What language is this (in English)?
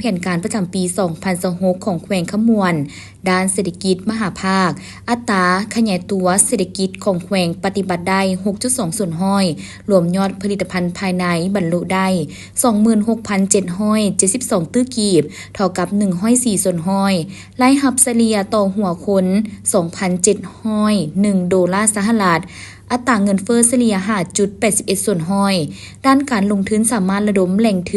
Lao